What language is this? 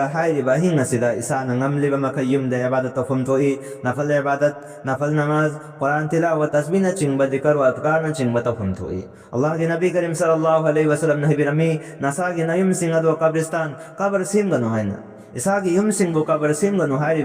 Manipuri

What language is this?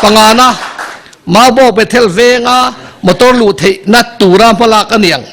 Mizo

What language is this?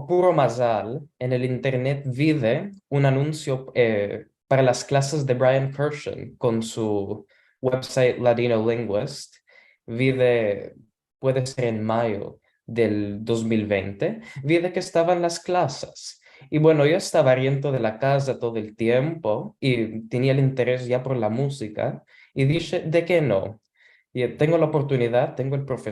Ladino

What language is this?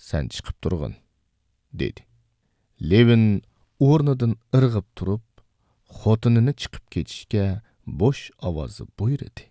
Uyghur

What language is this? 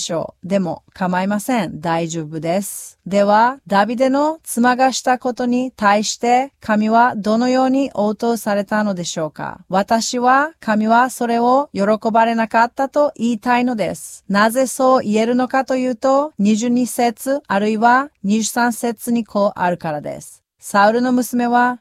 Japanese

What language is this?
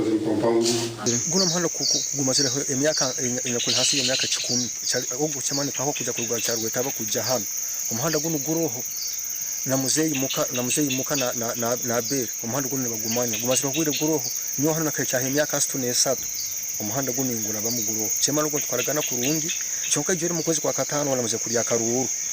Nyankole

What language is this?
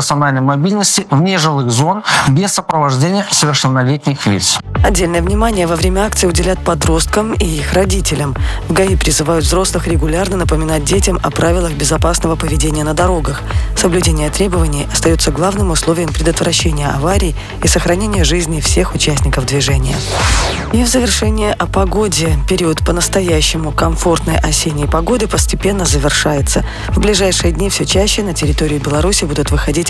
Russian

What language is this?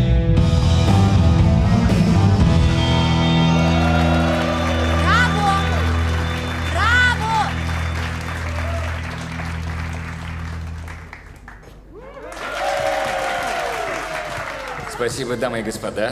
Russian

